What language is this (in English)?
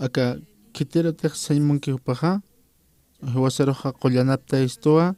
Aymara